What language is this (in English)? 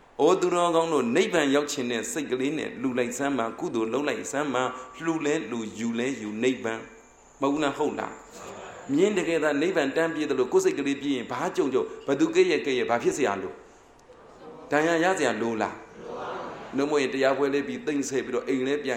Burmese